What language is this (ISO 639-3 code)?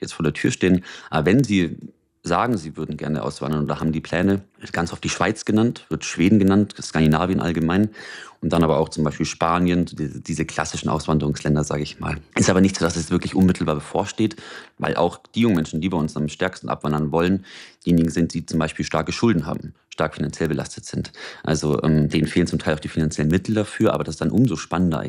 deu